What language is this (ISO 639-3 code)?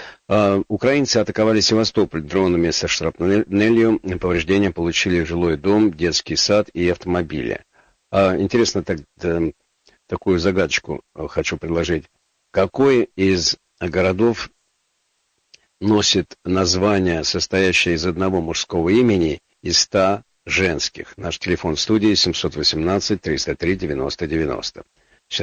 rus